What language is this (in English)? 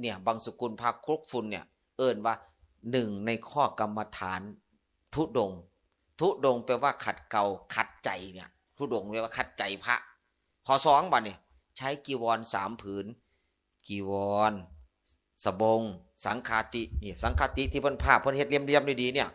Northeastern Thai